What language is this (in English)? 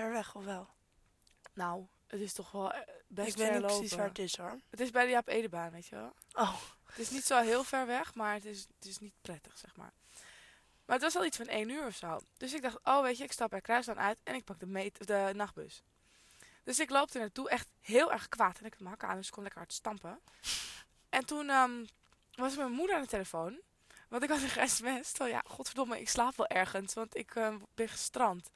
Dutch